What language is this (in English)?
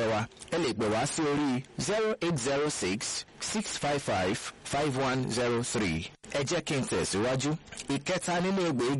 Yoruba